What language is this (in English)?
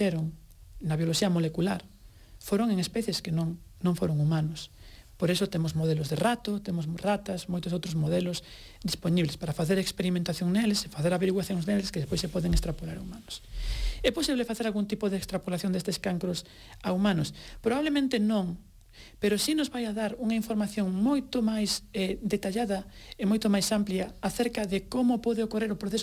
Galician